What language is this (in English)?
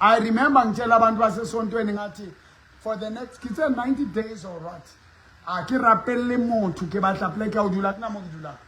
Southern Sotho